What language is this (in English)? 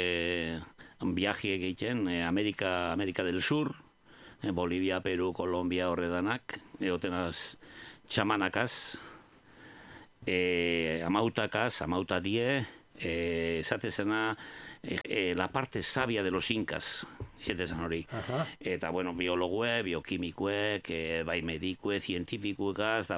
Basque